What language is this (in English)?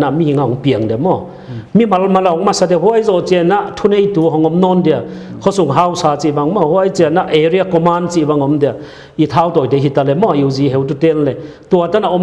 Paite Chin